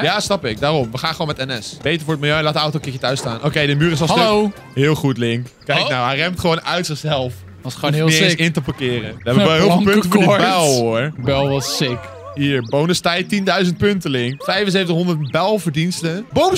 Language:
Dutch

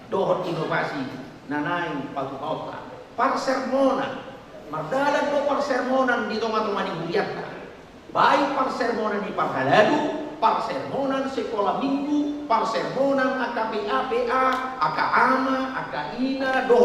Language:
Batak Toba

